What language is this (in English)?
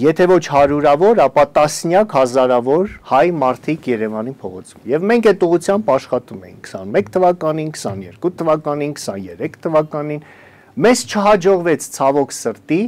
Armenian